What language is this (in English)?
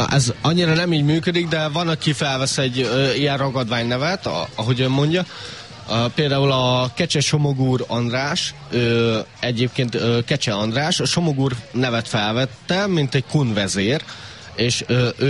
Hungarian